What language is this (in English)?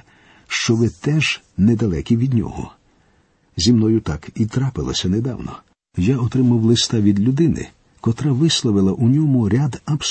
Ukrainian